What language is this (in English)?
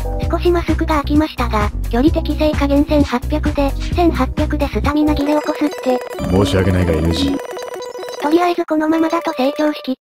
Japanese